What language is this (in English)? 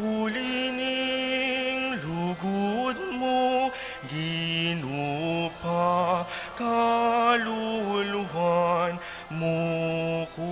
Pampanga